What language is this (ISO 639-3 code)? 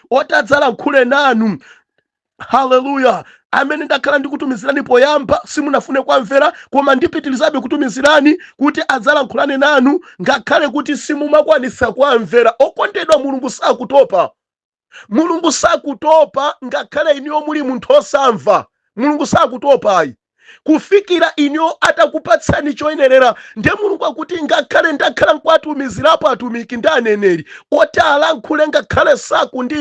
nya